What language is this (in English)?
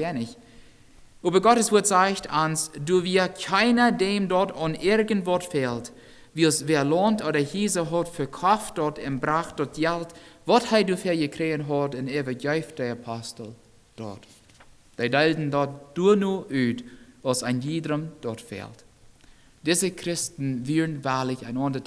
Plautdietsch